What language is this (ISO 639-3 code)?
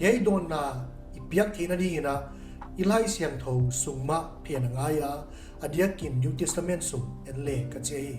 pck